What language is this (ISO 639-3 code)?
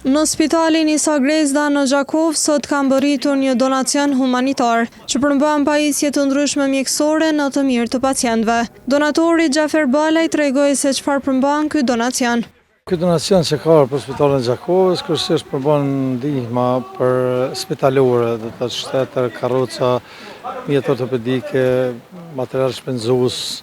sqi